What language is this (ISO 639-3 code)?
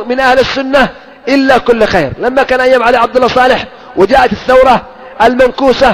ara